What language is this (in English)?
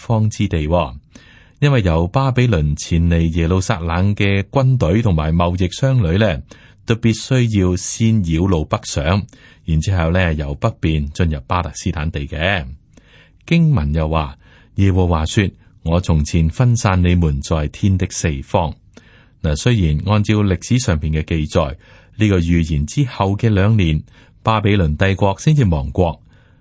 Cantonese